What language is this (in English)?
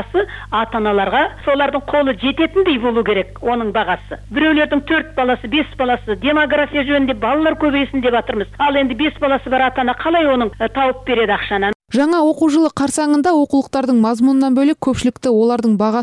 Kazakh